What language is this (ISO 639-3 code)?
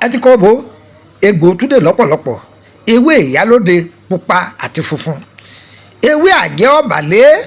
yor